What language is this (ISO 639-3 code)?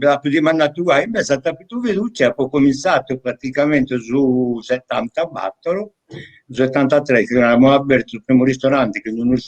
srd